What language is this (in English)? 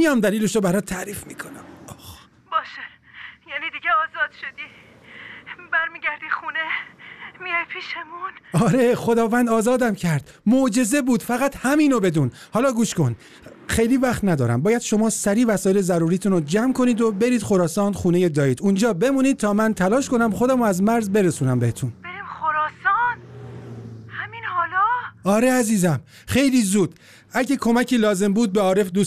Persian